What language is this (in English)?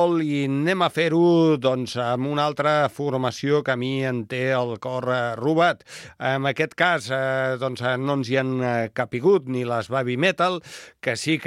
Catalan